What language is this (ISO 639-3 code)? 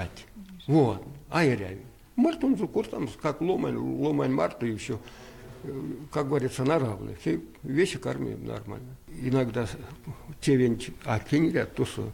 myv